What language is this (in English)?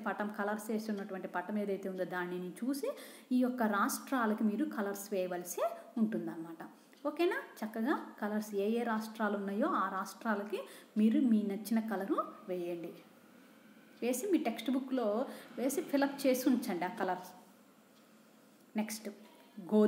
Telugu